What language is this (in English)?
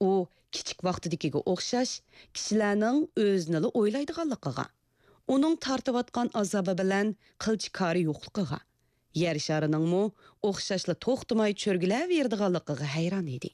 Uyghur